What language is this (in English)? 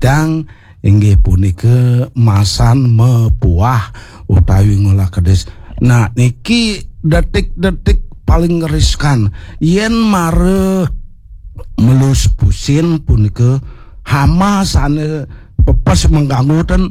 Balinese